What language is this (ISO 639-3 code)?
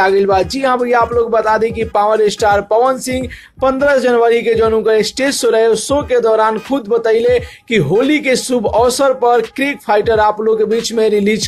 bho